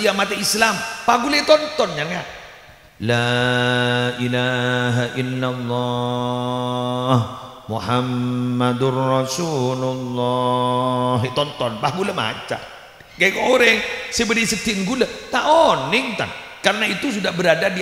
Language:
Madurese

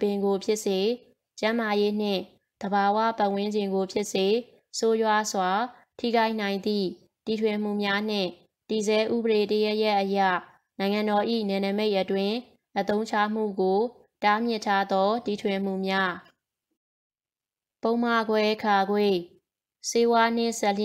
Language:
Burmese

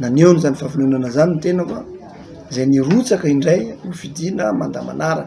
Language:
Malagasy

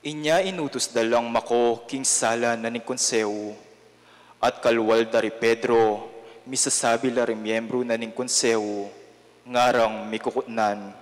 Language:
Pampanga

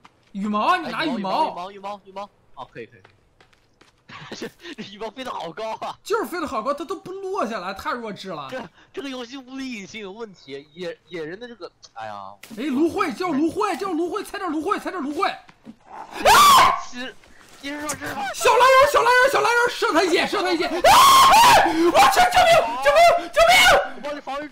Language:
Chinese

